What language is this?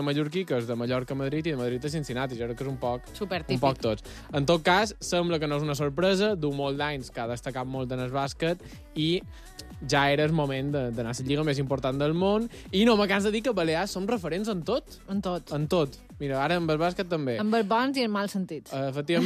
Catalan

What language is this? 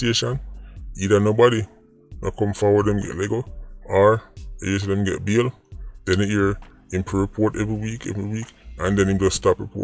Jamaican Creole English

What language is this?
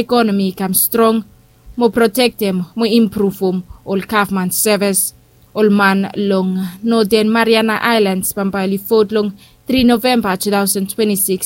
Bislama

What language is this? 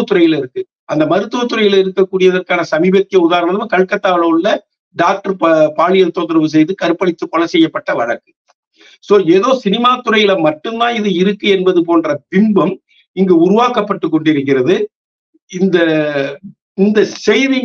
Tamil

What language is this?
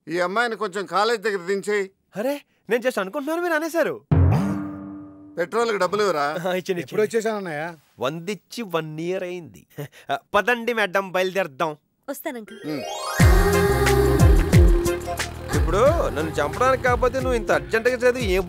Telugu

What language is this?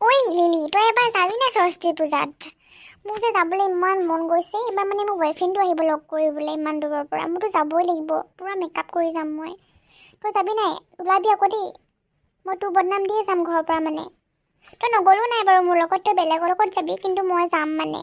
Assamese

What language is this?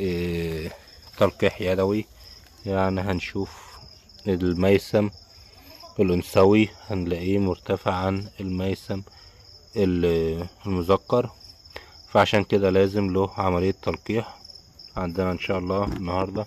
Egyptian Arabic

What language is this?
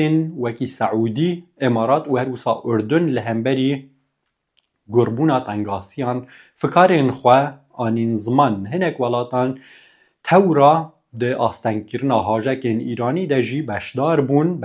Kurdish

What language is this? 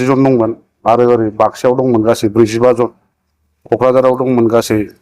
Bodo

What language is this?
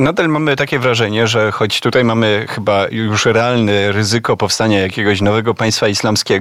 Polish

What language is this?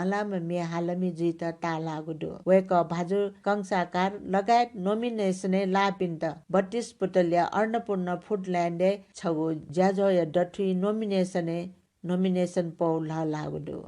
Newari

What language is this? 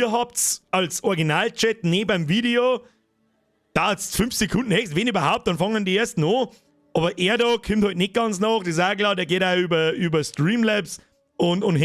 Bavarian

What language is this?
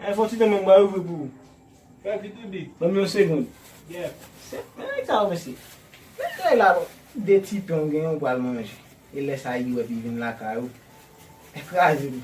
Haitian Creole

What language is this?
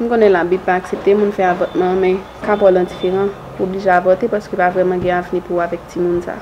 Haitian Creole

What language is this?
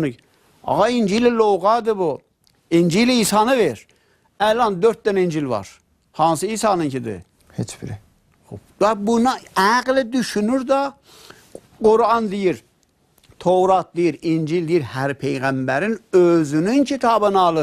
Azerbaijani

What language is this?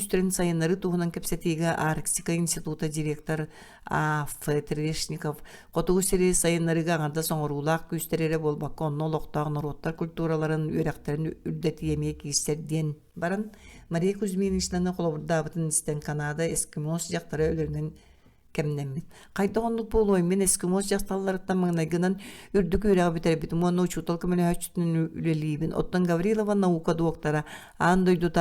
Yakut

